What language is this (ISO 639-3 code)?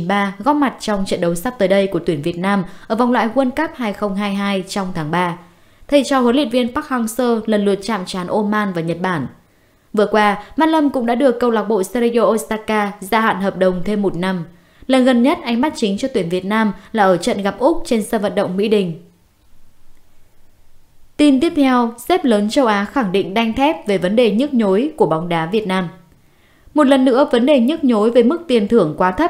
vie